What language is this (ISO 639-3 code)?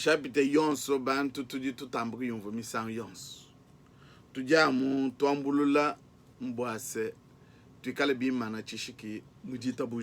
lua